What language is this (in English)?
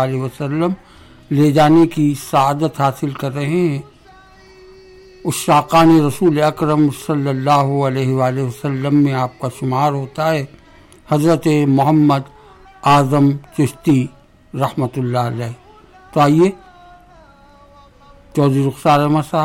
Urdu